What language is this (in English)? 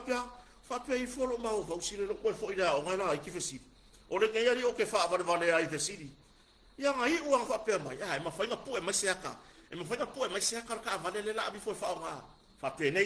Samoan